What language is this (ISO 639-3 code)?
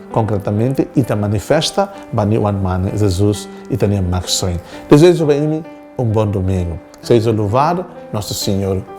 tet